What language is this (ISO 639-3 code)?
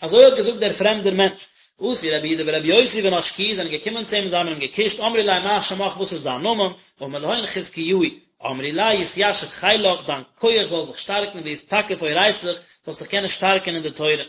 yid